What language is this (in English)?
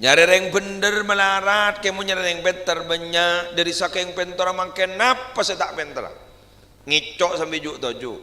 Madurese